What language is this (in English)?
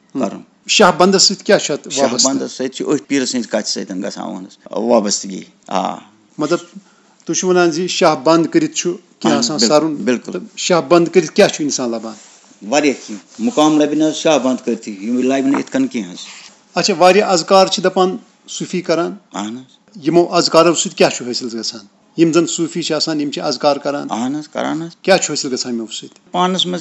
Kashmiri